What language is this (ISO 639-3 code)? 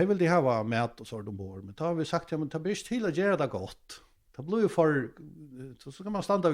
fao